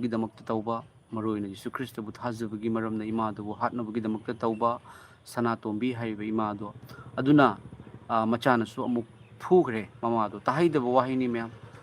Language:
Manipuri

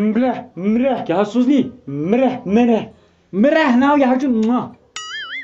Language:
Kashmiri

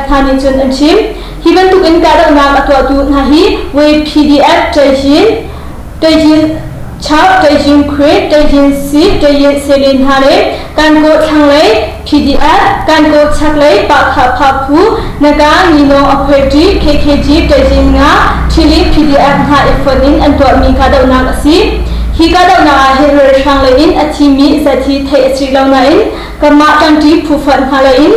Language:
Hakha Chin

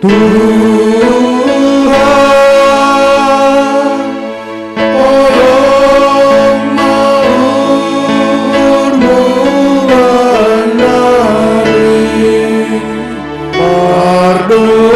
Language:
Batak Simalungun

